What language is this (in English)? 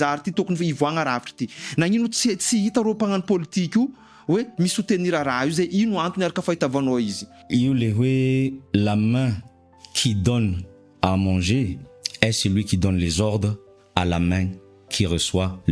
Malagasy